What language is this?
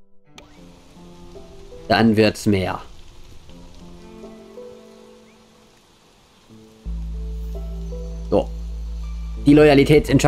German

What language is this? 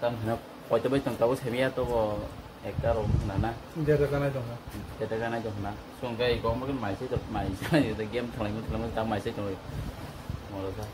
Kok Borok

